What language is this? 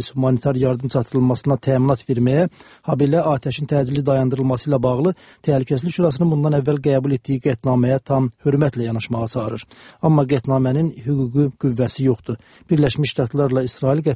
Azerbaijani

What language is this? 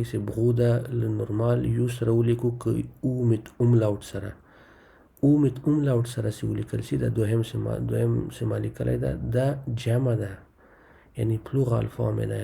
Pashto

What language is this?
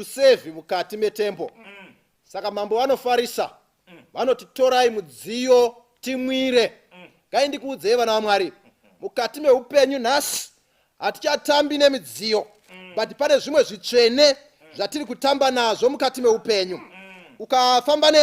Shona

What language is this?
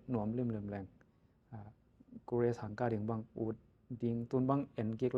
Tedim Chin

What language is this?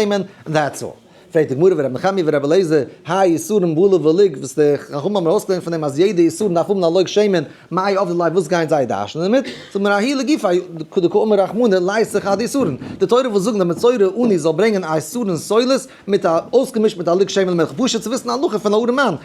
Yiddish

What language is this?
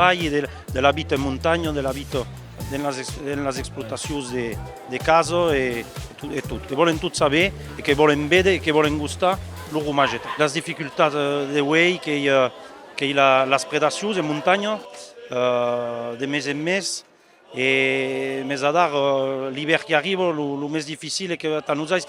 Occitan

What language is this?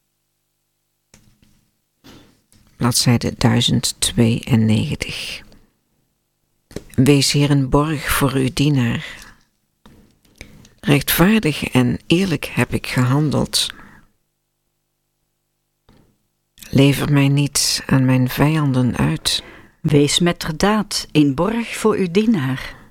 Dutch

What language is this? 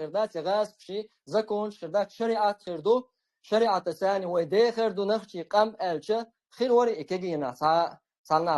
Chechen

